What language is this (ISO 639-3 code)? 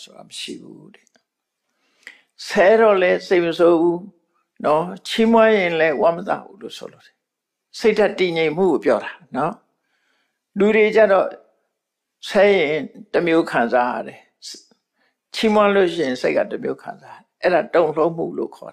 mya